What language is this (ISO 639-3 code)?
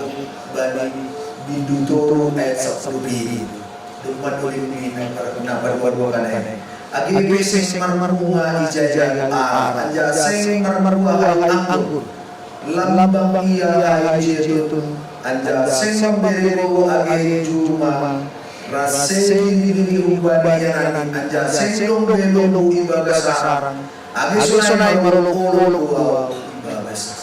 bts